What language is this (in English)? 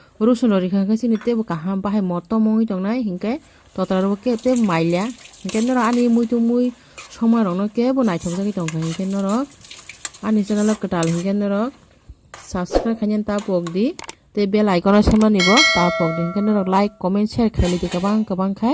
Kok Borok